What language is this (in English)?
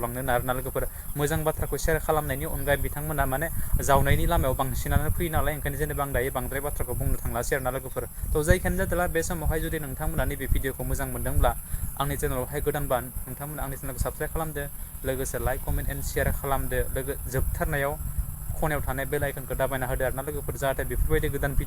Bodo